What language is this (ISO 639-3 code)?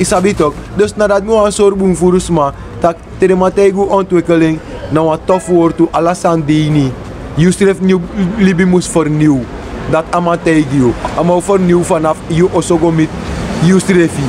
srn